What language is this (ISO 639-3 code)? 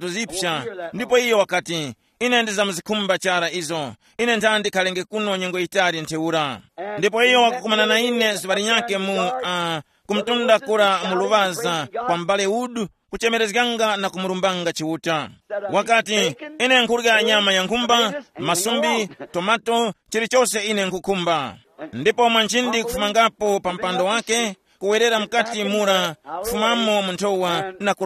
tum